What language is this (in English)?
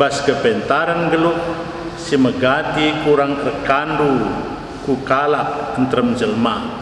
Batak Karo